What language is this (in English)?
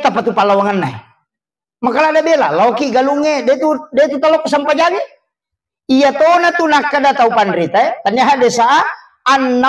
Buginese